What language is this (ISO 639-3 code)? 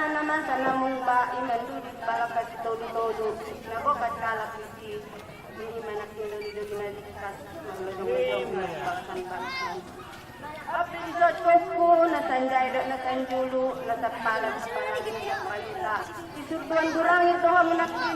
akb